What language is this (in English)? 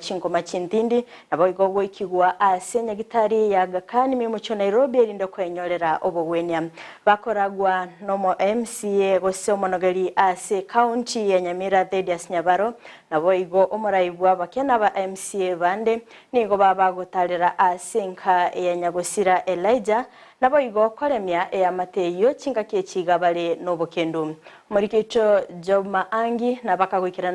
Gusii